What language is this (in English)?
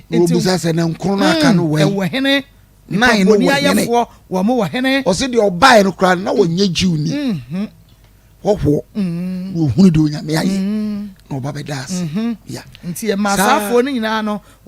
Akan